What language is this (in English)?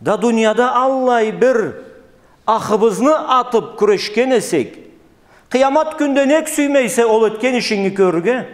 Karachay-Balkar